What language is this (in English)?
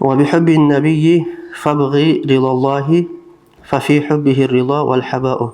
Avaric